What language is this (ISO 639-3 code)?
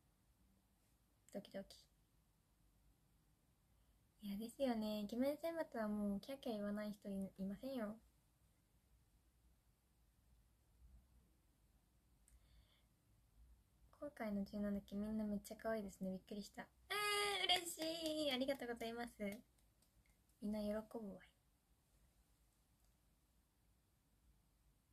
jpn